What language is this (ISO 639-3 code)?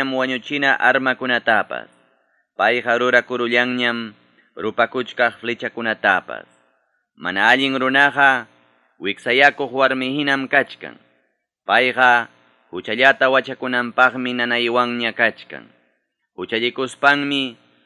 quy